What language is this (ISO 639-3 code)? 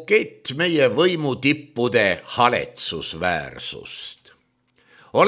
est